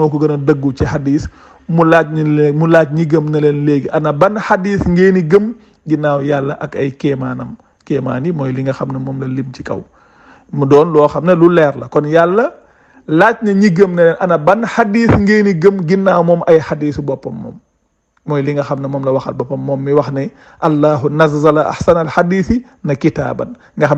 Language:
Wolof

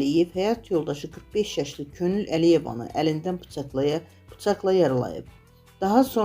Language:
Azerbaijani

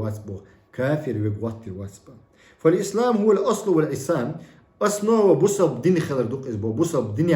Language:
Chechen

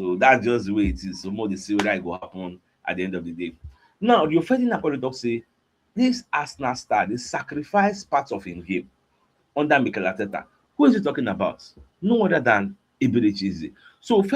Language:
Nigerian Pidgin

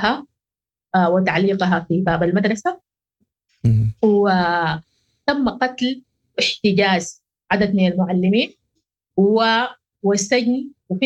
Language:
Sudanese Arabic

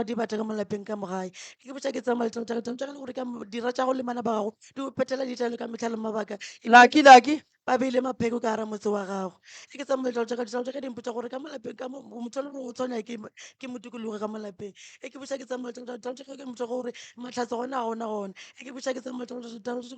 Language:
Northern Sotho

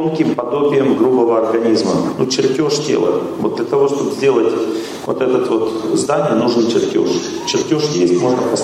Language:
Russian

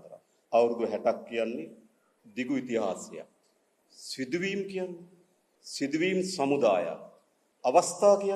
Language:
Sinhala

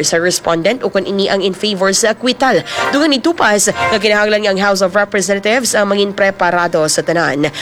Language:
Hiligaynon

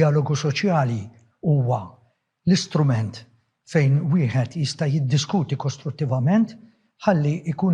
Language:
Maltese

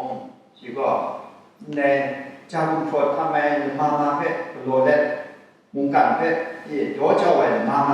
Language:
Kachin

